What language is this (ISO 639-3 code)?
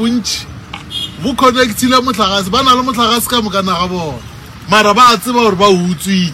nso